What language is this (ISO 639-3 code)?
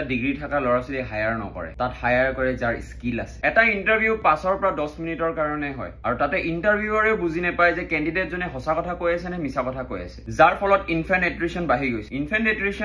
asm